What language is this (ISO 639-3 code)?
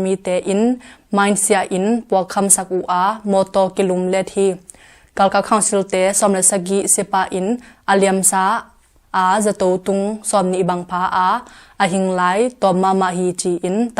ctd